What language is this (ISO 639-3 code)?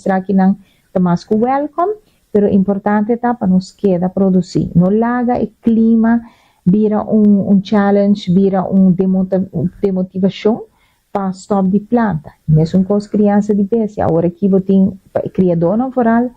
pap